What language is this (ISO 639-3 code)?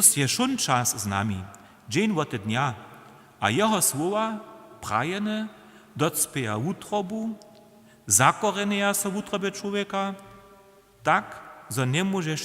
hsb